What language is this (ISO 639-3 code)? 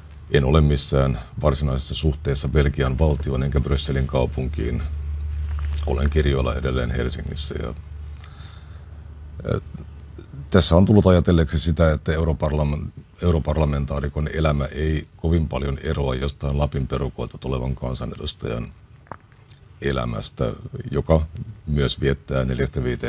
fin